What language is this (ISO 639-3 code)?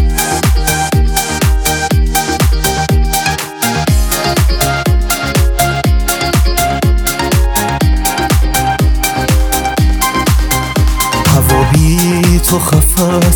fas